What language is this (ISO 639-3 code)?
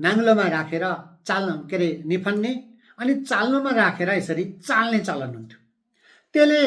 nep